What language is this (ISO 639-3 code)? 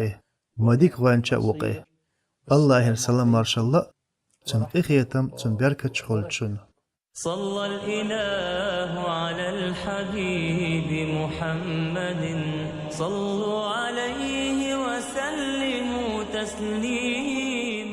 che